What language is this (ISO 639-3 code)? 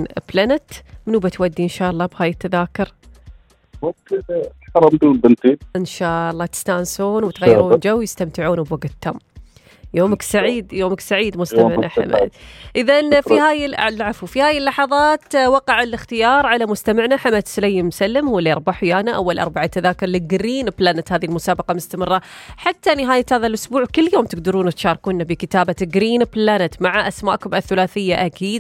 ars